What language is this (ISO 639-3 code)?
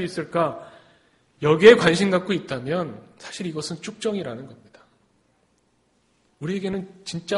kor